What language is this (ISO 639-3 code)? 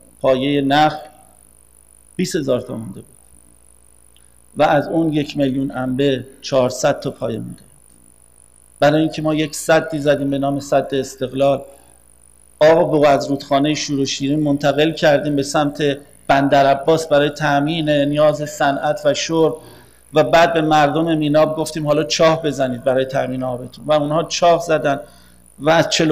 fas